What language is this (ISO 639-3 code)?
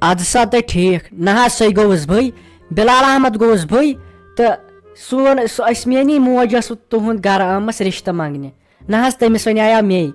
kas